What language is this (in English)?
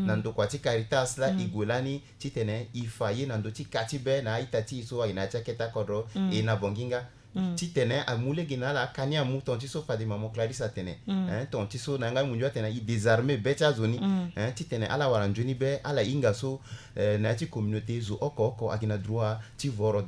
Sango